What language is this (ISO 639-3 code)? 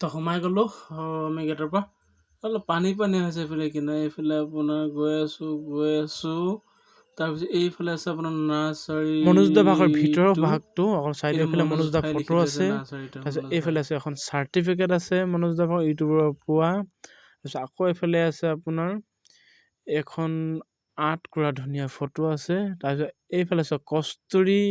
asm